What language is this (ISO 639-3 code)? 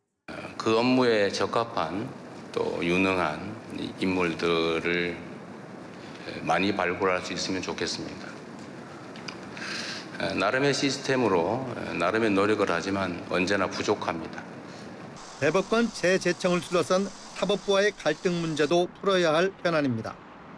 kor